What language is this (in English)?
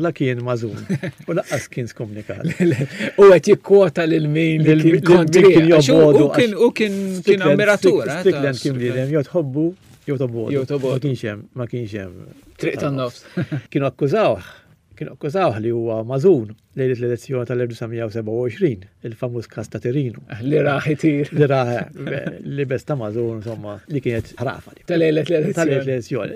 Maltese